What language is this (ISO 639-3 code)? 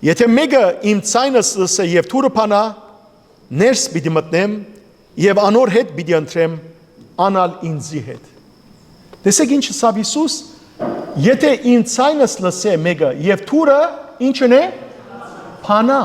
hyw